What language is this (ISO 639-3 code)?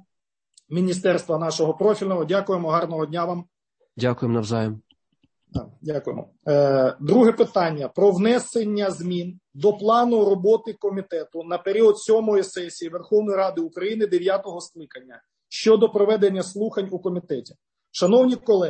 ukr